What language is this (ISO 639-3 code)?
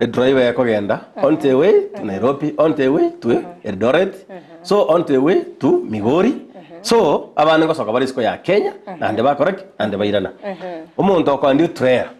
guz